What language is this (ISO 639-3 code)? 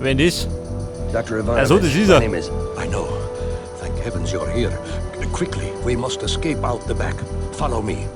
bar